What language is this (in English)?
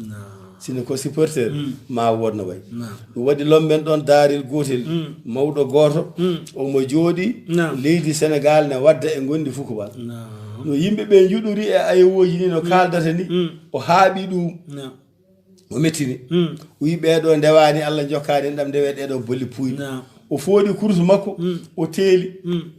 Fula